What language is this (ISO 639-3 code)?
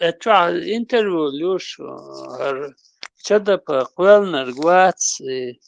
che